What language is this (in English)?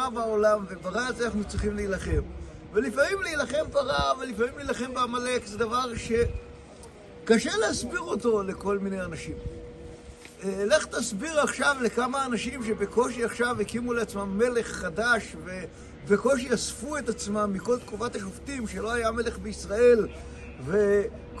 Hebrew